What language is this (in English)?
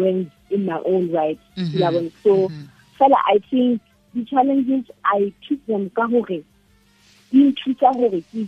Southern Sotho